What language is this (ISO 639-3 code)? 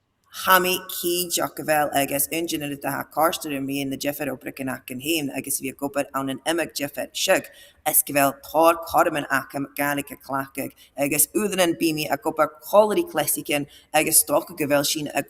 gla